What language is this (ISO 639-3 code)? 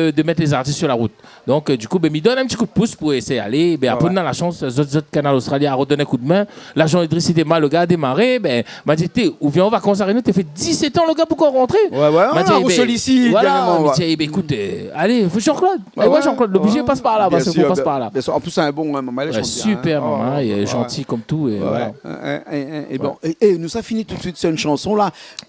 rcf